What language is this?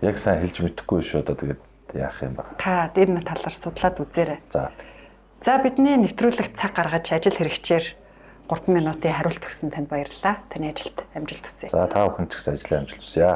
Mongolian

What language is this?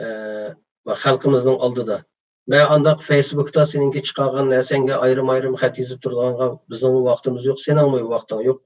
Uyghur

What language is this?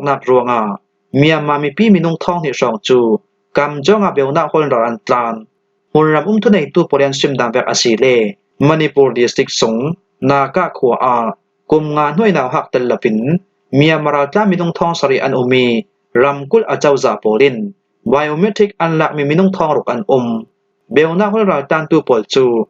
Falam Chin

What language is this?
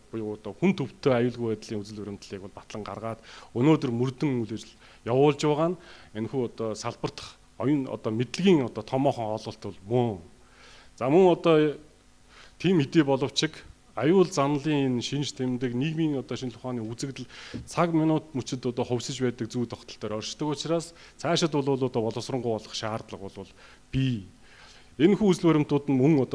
Mongolian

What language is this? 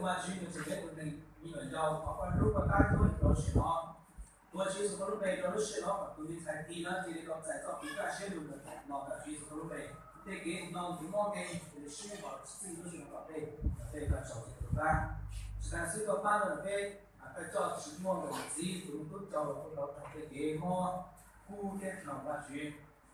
Hmong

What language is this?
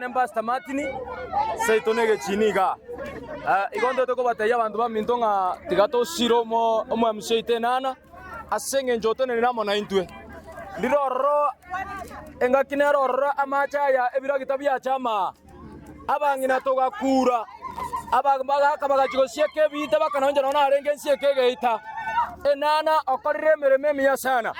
Gusii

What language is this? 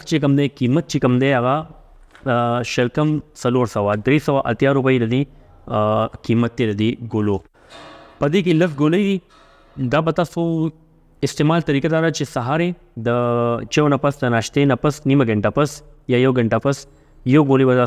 Pashto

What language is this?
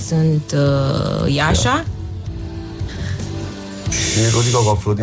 Romanian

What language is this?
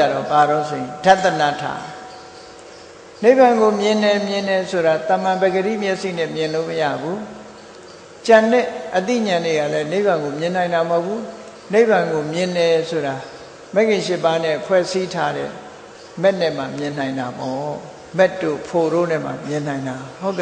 Burmese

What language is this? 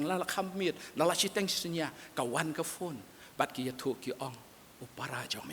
Khasi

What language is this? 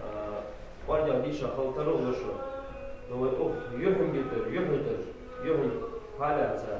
Ingush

